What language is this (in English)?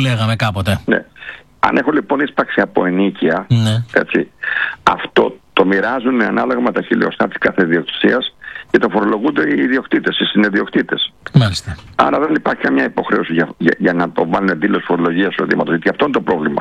Greek